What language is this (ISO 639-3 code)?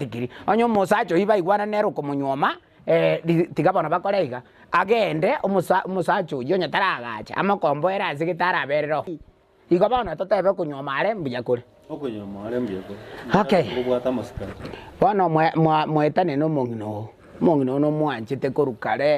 guz